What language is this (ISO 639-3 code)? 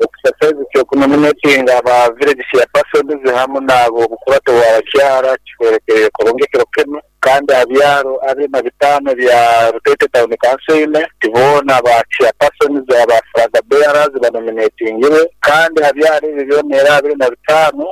nyo